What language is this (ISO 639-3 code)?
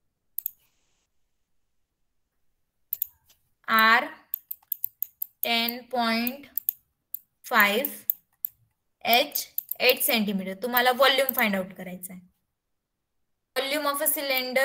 mar